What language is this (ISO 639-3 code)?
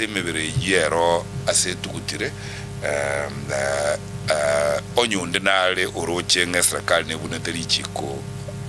guz